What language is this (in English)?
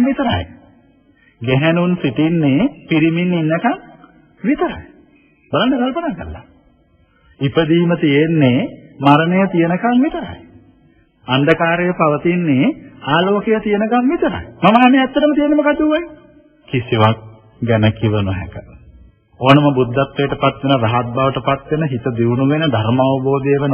Sinhala